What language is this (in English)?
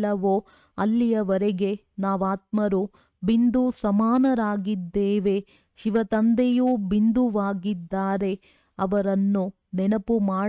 Kannada